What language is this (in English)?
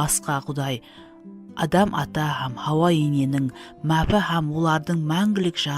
Kara-Kalpak